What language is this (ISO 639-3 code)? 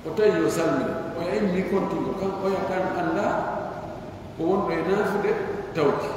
fuf